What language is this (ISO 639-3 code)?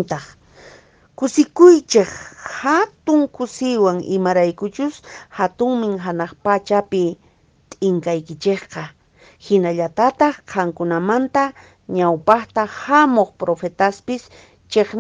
que